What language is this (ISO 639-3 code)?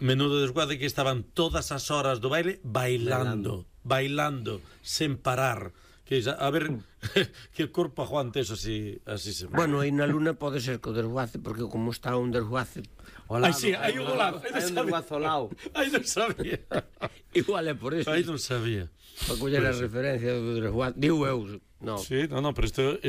glg